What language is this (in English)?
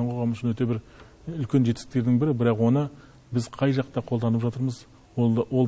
Kazakh